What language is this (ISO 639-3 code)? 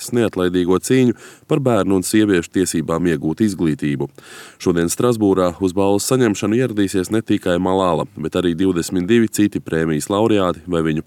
lav